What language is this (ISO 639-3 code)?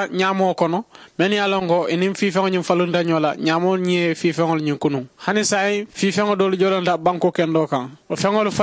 man